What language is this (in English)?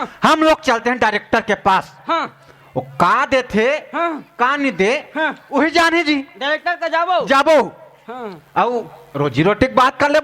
Chhattisgarhi